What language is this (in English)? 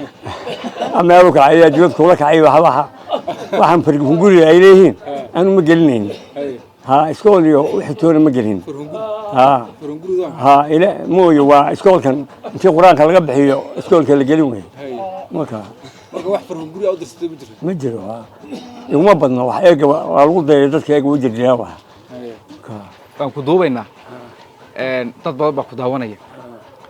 Somali